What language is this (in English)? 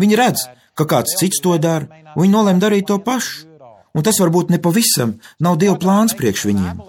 Latvian